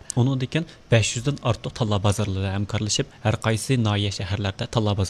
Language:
Uyghur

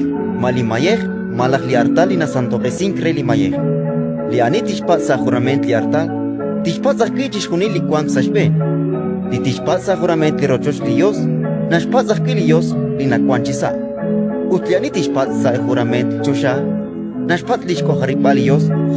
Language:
Kekchí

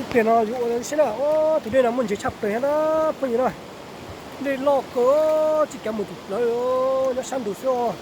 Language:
Hmong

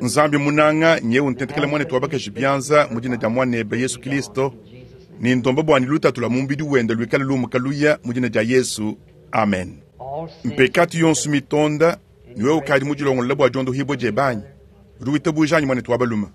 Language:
Luba-Lulua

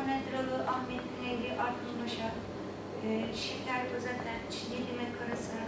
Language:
Turkish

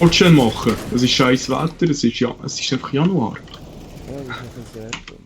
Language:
Swiss German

